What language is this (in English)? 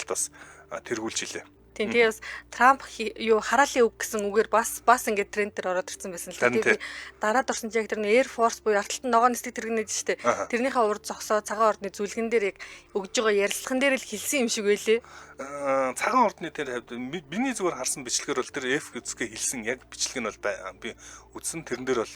Mongolian